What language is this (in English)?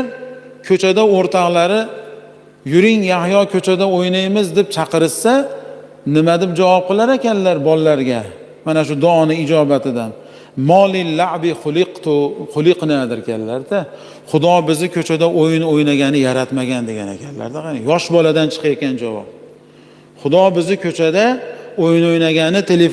Uzbek